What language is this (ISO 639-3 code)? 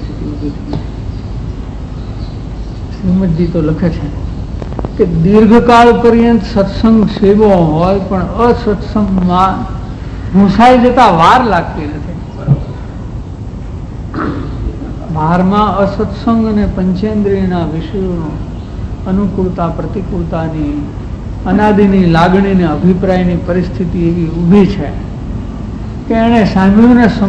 guj